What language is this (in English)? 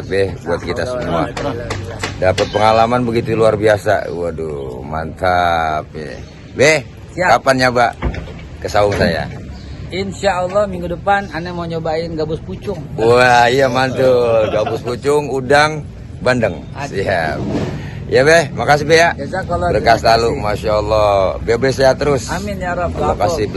Betawi